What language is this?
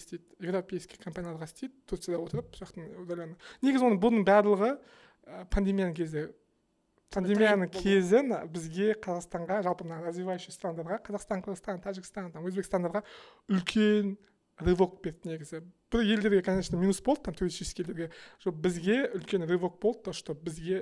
Kazakh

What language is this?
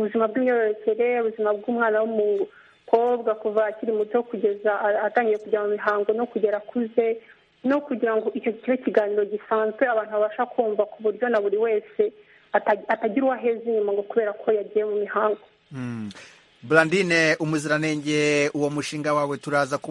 Kinyarwanda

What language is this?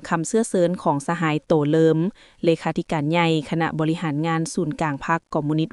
Lao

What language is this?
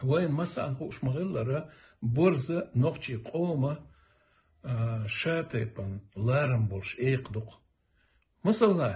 Chechen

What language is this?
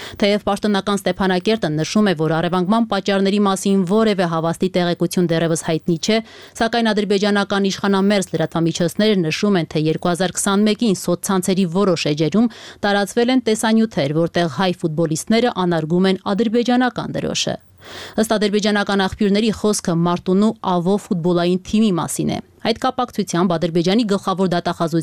Armenian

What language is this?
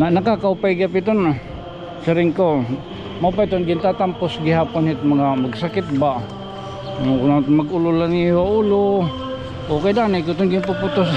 Waray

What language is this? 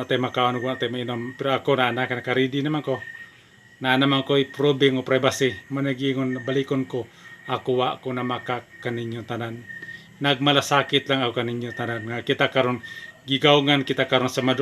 Cebuano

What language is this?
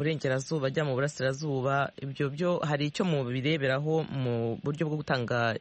Kinyarwanda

